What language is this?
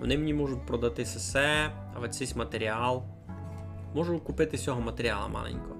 Rusyn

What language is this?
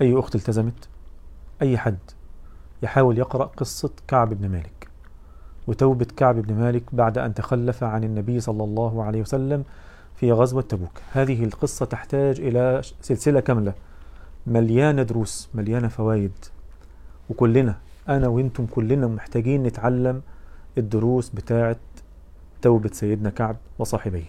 Egyptian Arabic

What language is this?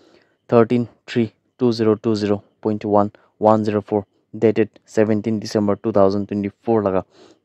Naga Pidgin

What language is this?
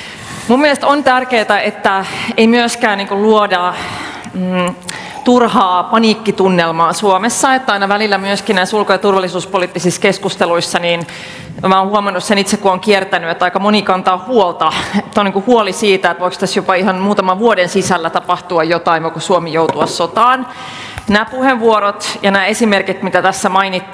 Finnish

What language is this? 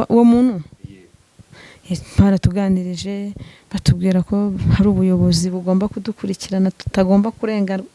Kinyarwanda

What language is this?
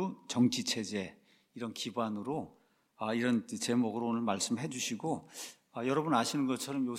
Korean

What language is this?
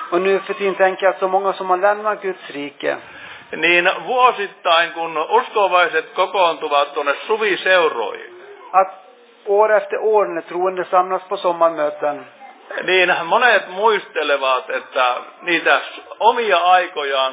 Finnish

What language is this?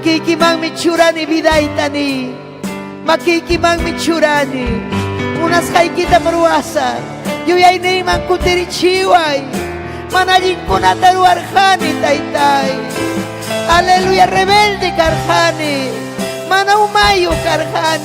Ayacucho Quechua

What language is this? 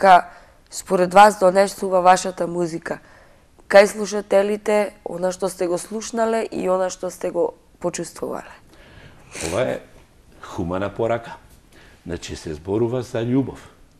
Macedonian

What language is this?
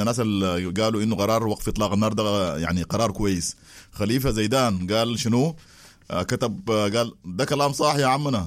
Sudanese Arabic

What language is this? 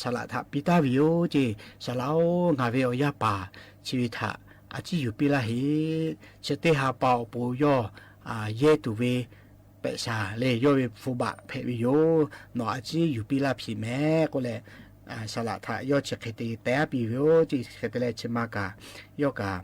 Lahu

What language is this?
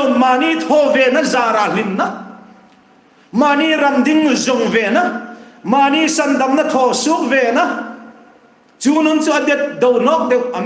Hmar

